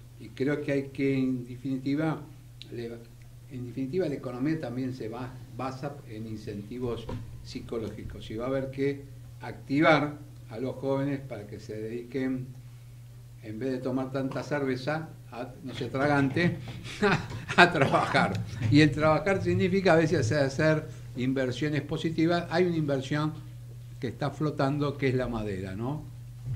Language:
Spanish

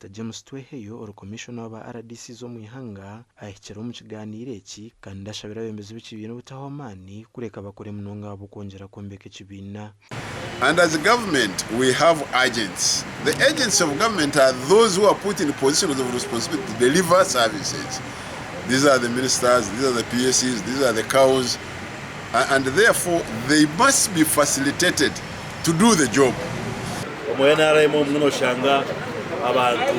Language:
Nyankole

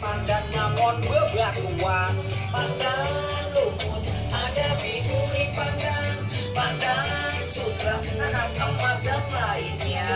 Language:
Betawi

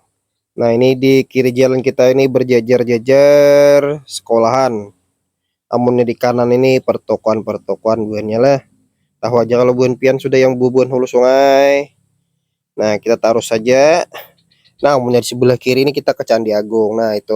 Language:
Banjar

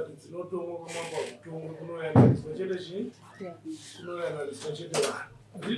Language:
Shona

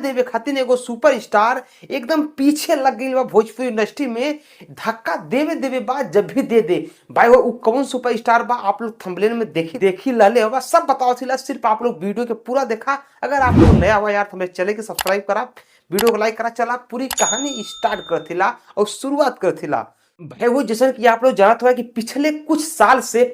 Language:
Bhojpuri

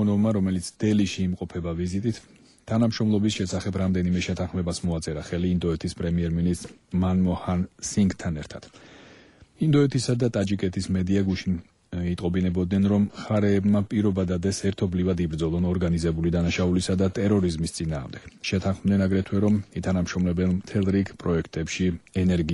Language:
Georgian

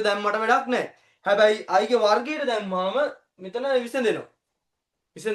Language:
Sinhala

